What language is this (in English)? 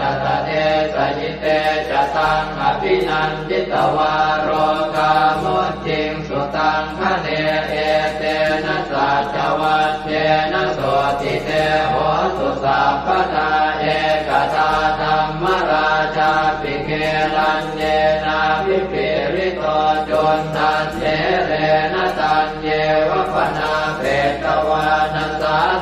Pali